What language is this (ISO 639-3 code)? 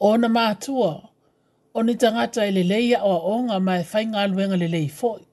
smo